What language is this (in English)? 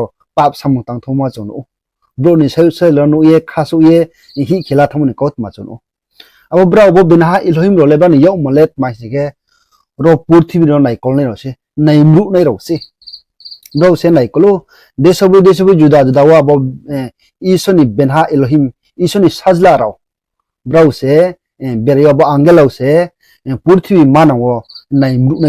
Riang (India)